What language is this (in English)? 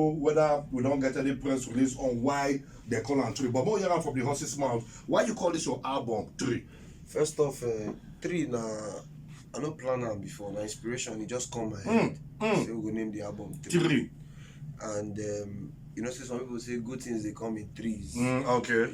Nigerian Pidgin